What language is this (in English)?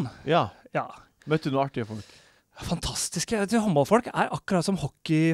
Norwegian